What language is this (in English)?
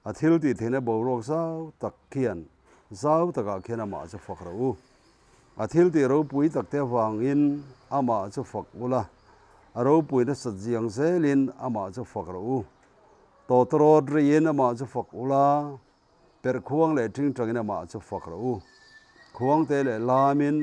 Mizo